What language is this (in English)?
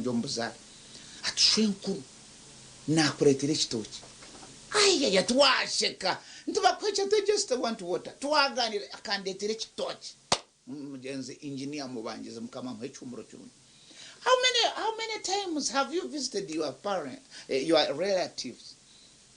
Nyankole